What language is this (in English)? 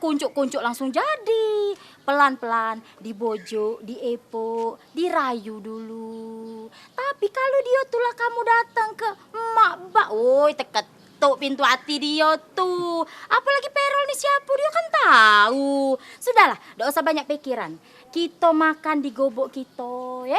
Musi